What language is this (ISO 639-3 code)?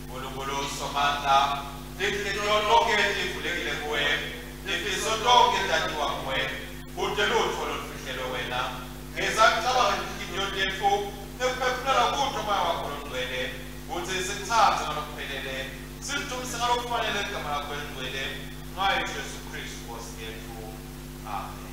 ssw